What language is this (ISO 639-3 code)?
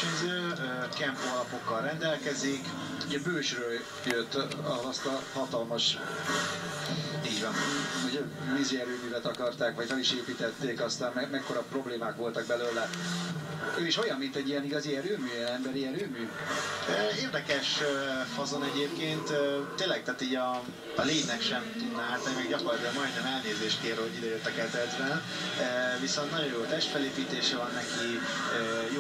hun